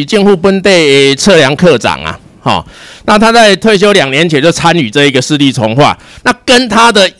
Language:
Chinese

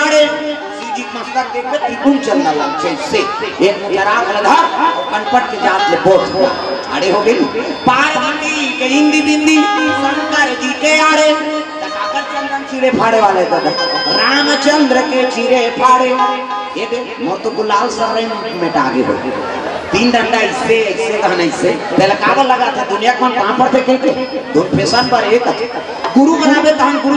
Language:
Chhattisgarhi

